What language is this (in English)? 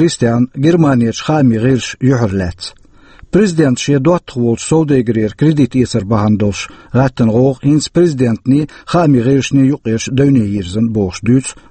Chechen